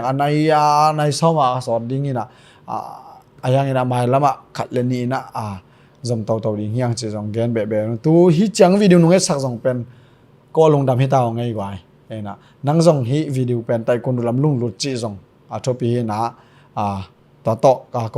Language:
Tedim Chin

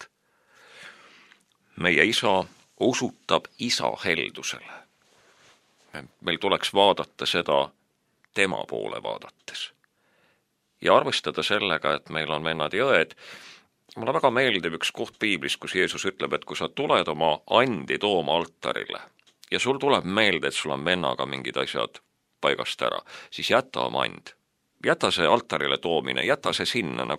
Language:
Estonian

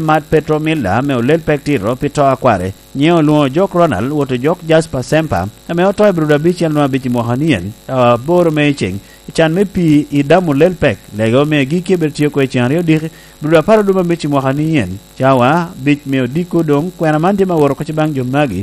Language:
Lango (Uganda)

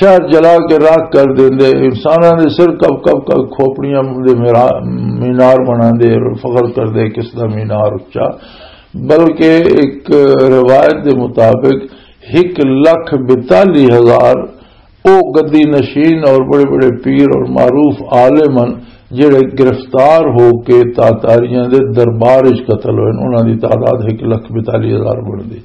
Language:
Western Panjabi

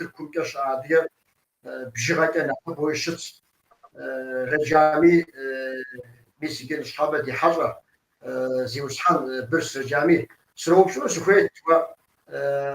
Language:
Kabardian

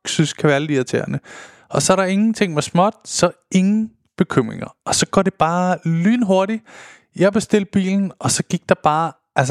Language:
Danish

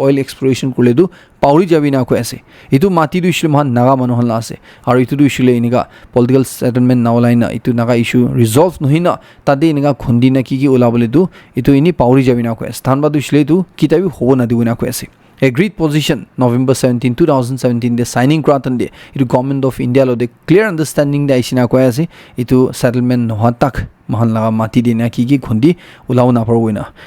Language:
Naga Pidgin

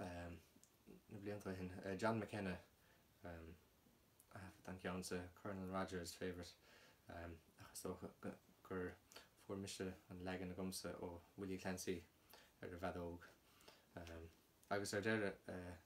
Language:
Irish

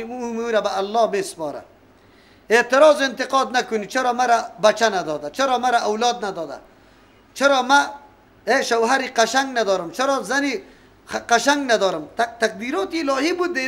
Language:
Persian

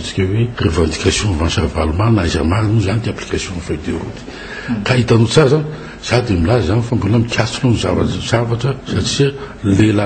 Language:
Malagasy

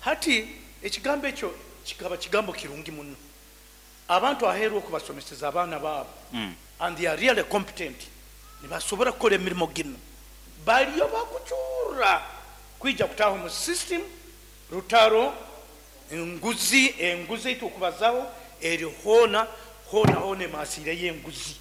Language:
Nyankole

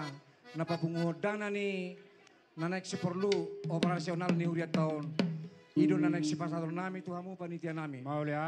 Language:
Batak Toba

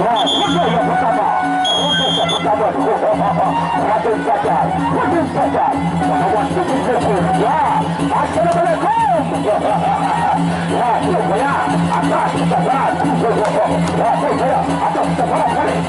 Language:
Sasak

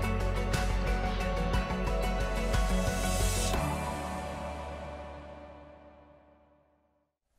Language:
Norwegian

